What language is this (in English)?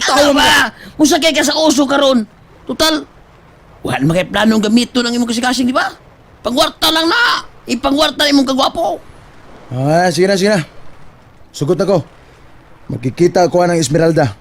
Cebuano